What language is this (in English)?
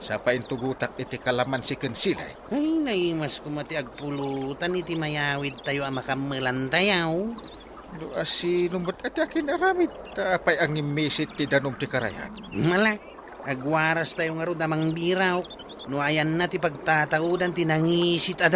Iloko